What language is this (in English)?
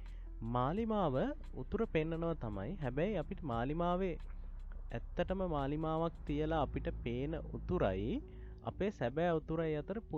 Sinhala